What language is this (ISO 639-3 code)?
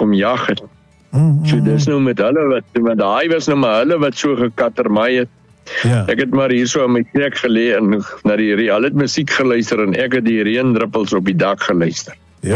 afr